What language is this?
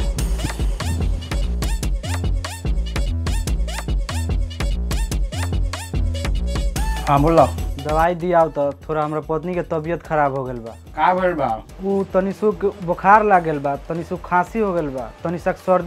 Bhojpuri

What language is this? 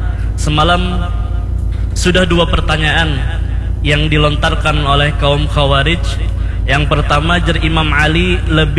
Banjar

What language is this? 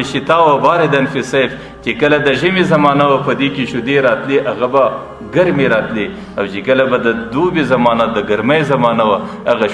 Pashto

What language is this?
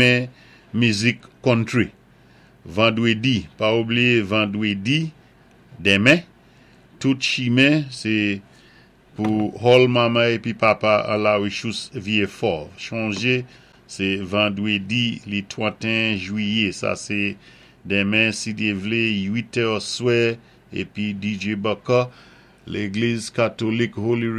Saint Lucian Creole French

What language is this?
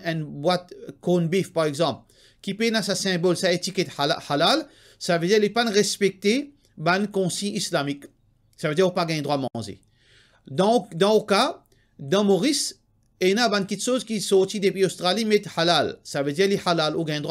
Morisyen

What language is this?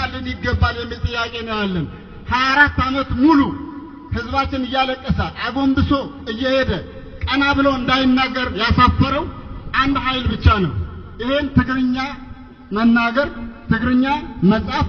Amharic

